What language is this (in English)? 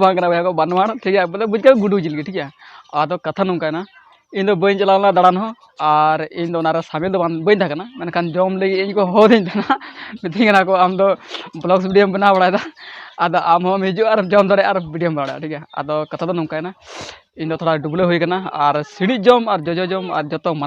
Santali